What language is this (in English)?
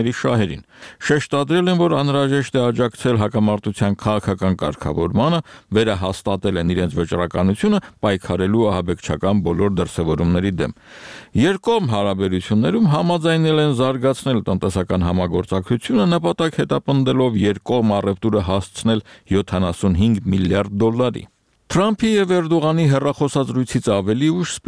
Armenian